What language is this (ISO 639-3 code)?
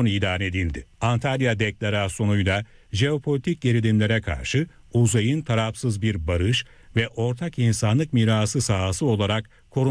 tur